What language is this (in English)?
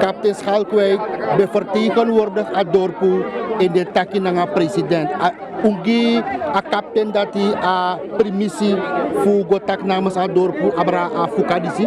Sranan Tongo